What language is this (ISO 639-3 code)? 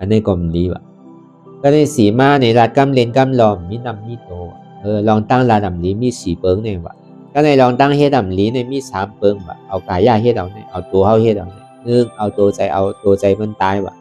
shn